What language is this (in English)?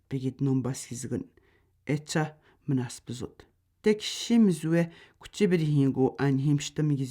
Atikamekw